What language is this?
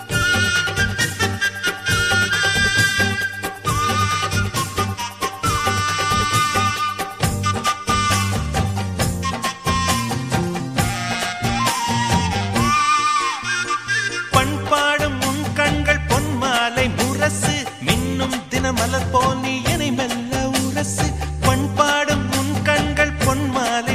Tamil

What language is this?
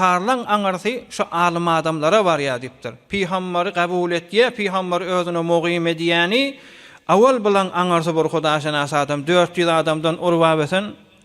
Turkmen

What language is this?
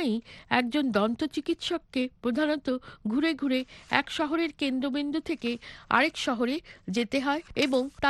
Bangla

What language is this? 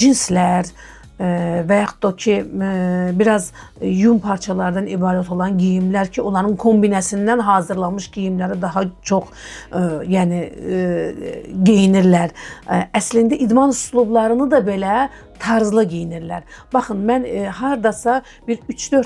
Azerbaijani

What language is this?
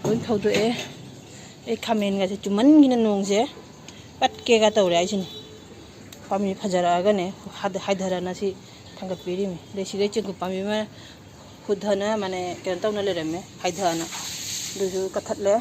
Manipuri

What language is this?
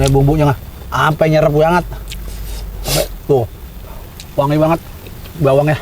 Betawi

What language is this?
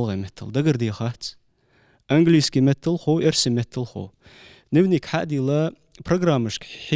Ingush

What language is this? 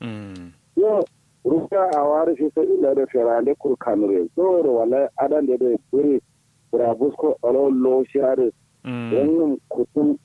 Kanuri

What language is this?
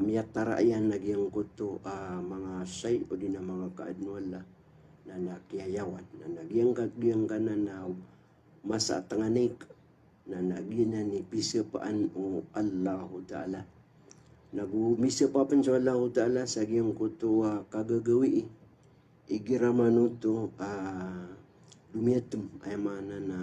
Maranao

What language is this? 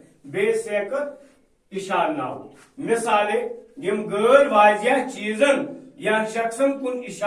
Kashmiri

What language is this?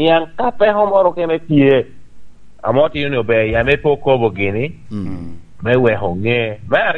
Lango (Uganda)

